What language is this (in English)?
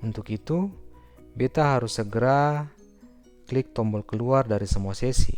Ambonese Malay